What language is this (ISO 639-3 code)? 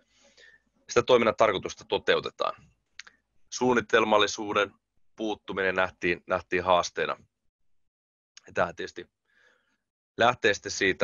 fin